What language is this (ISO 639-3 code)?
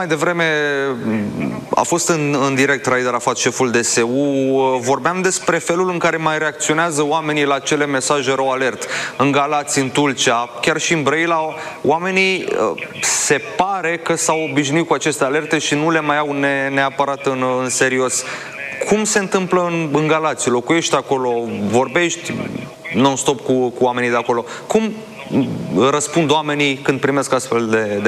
ron